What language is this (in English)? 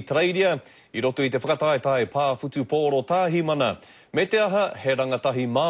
Māori